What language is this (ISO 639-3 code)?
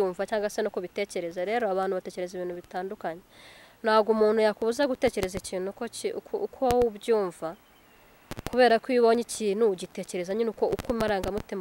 kin